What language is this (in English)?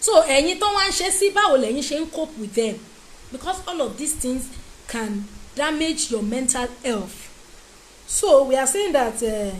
Yoruba